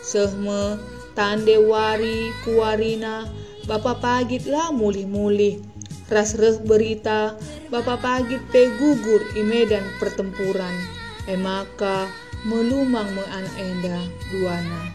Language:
Batak Karo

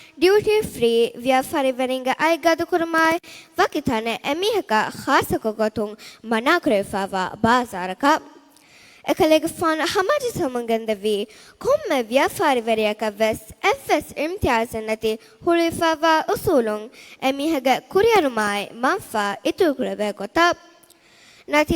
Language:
Divehi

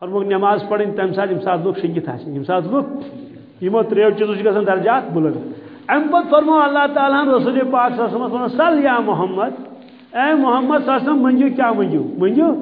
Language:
Kashmiri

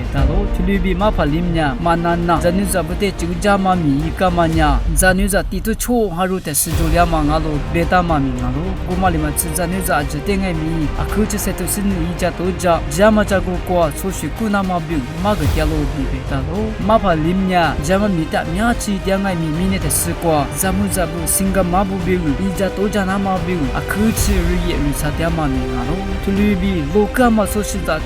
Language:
Lisu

